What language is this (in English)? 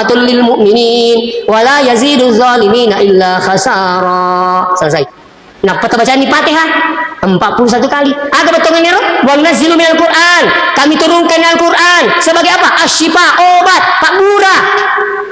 Buginese